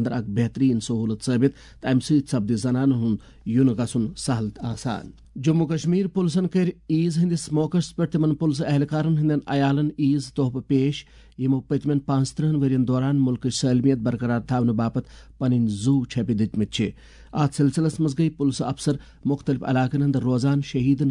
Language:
Kashmiri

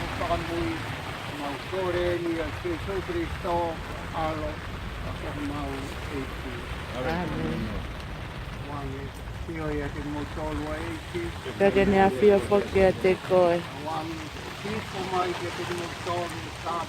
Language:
Tongan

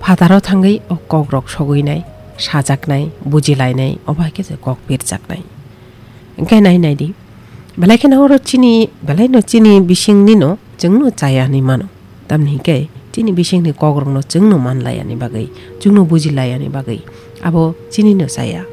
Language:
Kok Borok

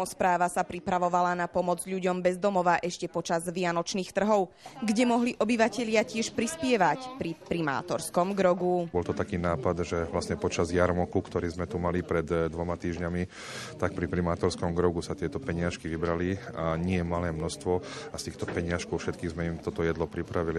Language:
Slovak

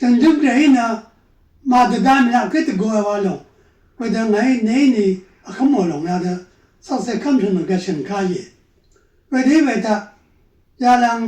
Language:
Rawang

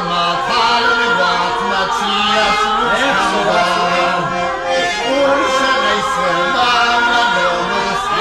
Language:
Ossetic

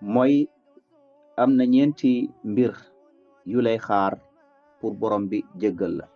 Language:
Wolof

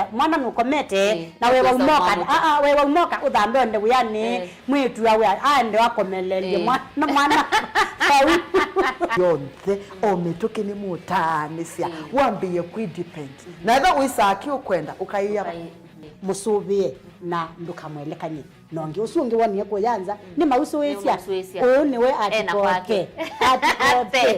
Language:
Kamba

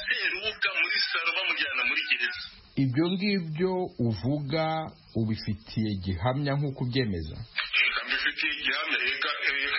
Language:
Kinyarwanda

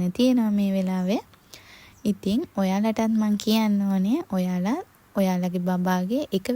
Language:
Sinhala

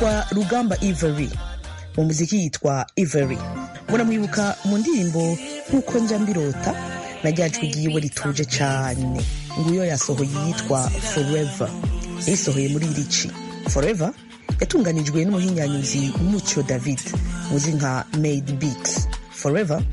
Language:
Kinyarwanda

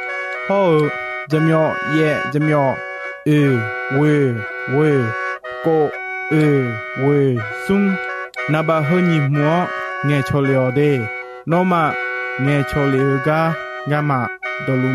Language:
Akha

